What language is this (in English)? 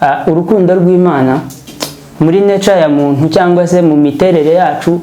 Kinyarwanda